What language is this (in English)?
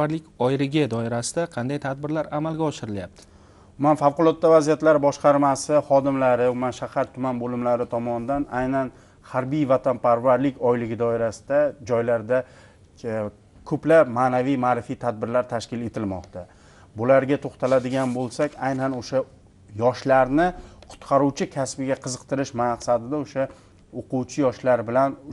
Uzbek